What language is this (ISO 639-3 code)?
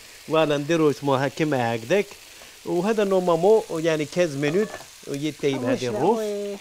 arq